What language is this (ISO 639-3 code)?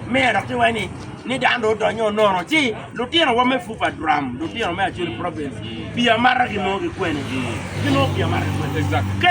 ach